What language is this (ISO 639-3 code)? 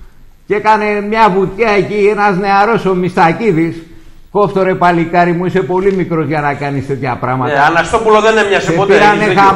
ell